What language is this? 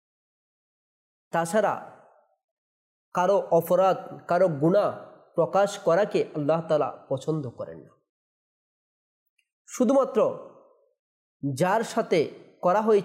Bangla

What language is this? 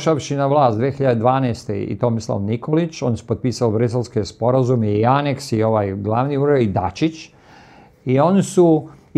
Serbian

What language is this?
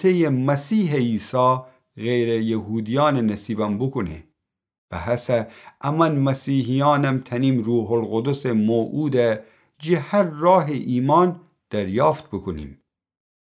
Gilaki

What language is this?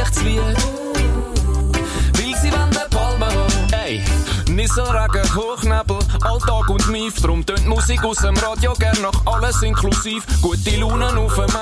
German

